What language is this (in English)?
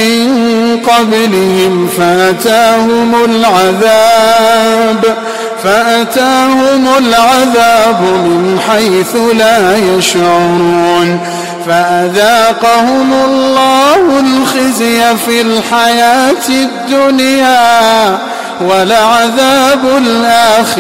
Arabic